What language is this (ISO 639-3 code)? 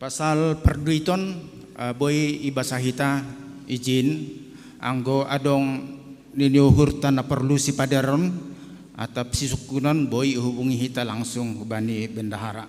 bts